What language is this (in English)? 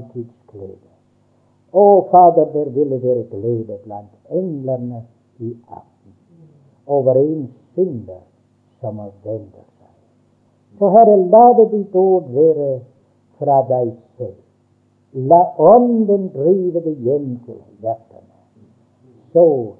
Norwegian